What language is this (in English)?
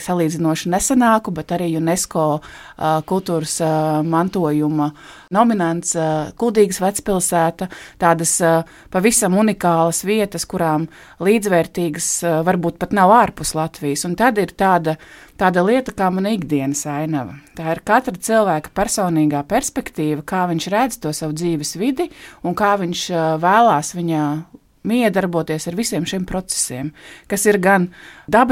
Latvian